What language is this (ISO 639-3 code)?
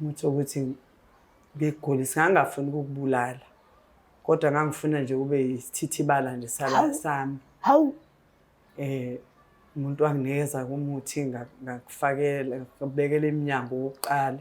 zul